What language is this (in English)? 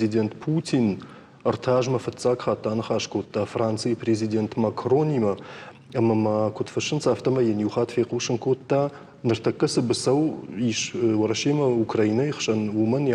Ossetic